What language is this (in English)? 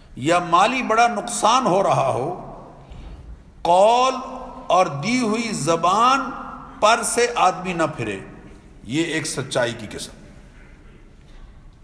Urdu